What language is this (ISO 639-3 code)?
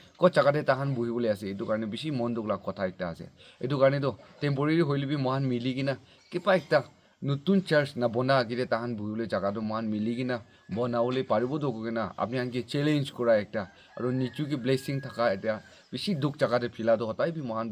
nag